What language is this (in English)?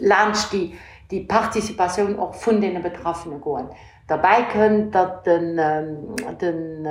Luxembourgish